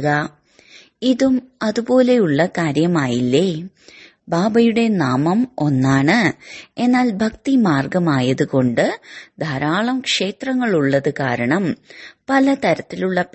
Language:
Malayalam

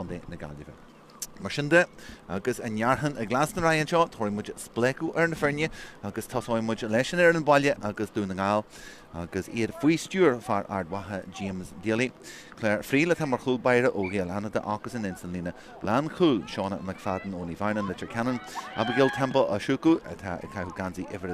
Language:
Irish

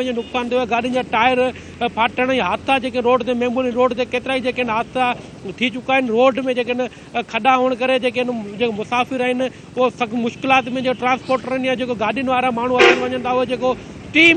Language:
Sindhi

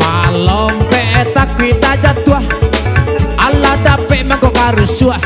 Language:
Minangkabau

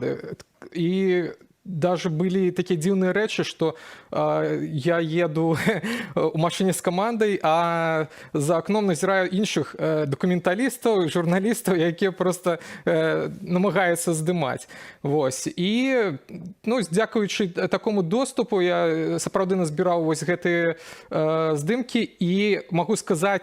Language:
Belarusian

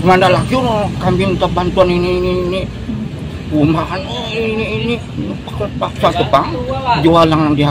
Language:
Banjar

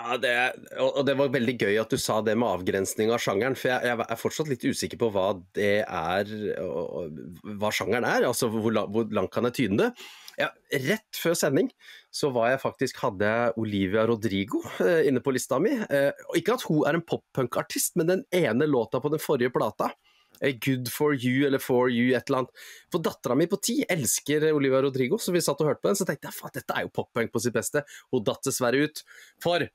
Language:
Norwegian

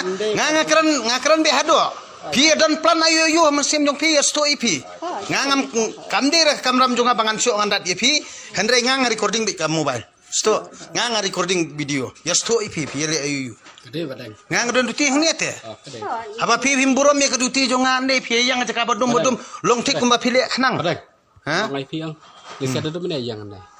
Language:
Khasi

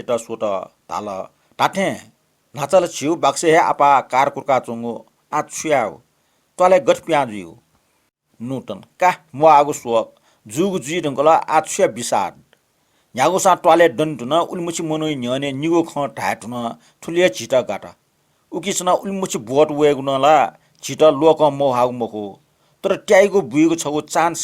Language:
Newari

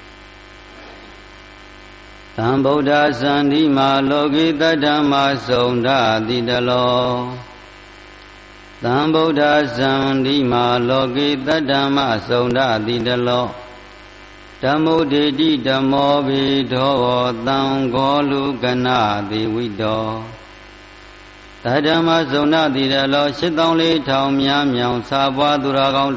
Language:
Burmese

